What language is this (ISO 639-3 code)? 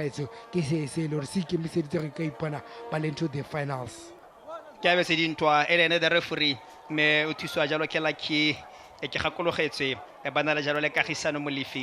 tsn